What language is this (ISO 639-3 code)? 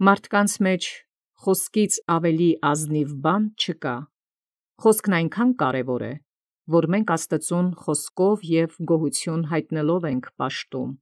hye